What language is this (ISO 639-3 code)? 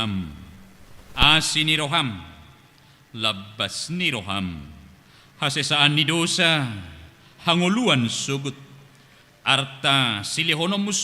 bbc